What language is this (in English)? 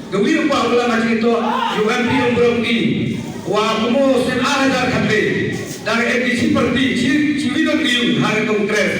Khasi